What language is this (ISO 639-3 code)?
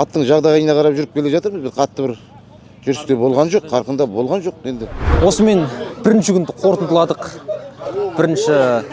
kaz